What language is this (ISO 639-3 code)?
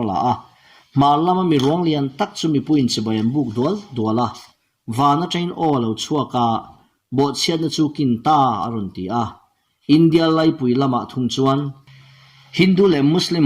lus